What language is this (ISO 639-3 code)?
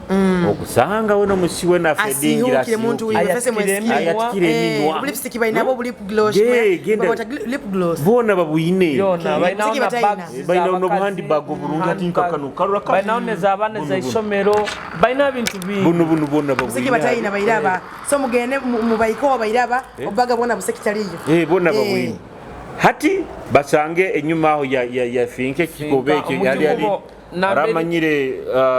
nyo